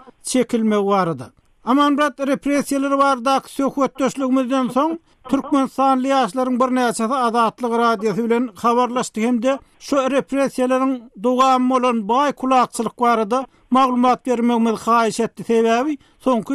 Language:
Turkmen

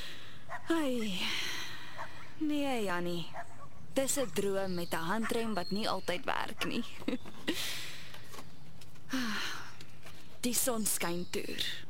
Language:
Afrikaans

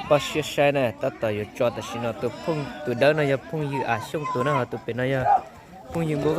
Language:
Hmong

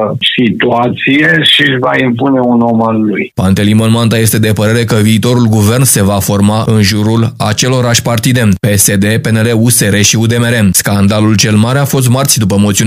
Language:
Romanian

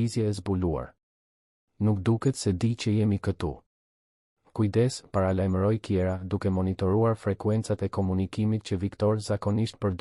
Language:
Albanian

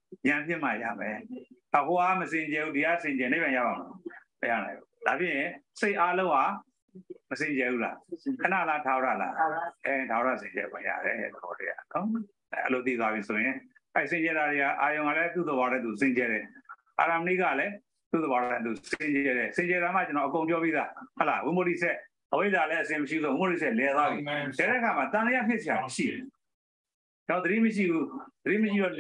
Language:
Burmese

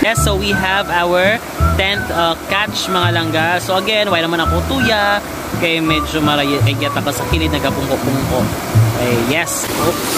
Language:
Hiligaynon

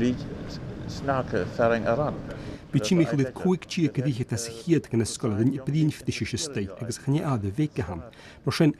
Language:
Scottish Gaelic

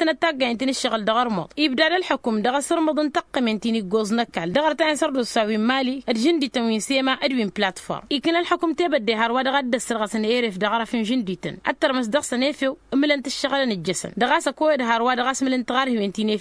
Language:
Tamasheq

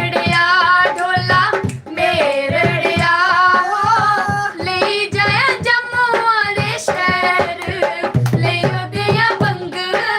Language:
Dogri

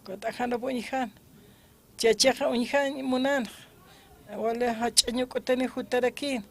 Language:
Aymara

